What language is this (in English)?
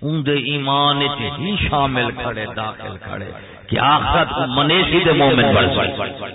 Saraiki